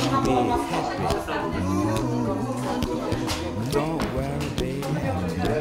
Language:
Slovak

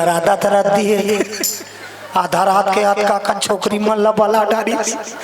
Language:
Chhattisgarhi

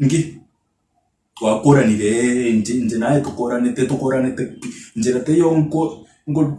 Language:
Gusii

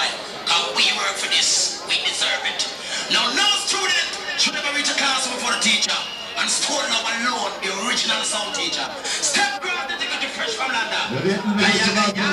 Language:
Jamaican Creole English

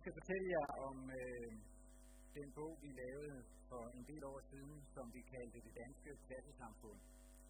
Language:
Danish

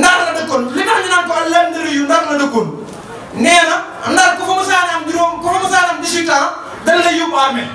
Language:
Wolof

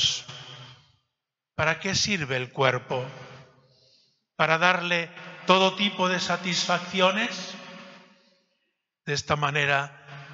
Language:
Spanish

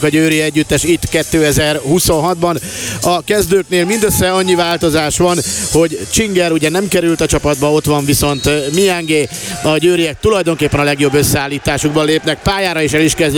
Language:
Hungarian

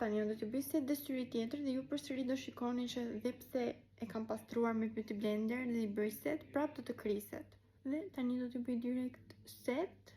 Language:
Albanian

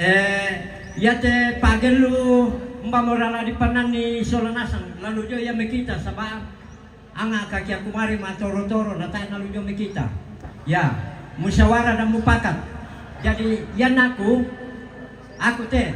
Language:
Toraja-Sa'dan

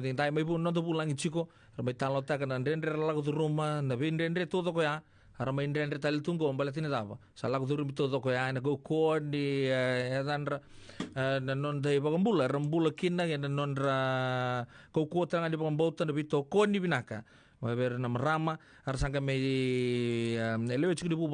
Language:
Fijian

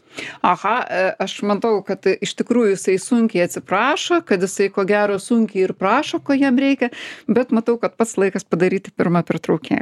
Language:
Lithuanian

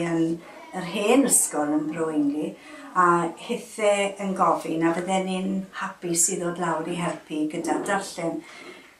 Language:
Welsh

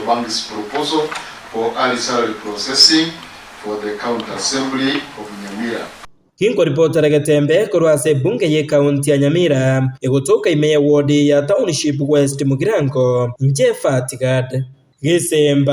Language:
Gusii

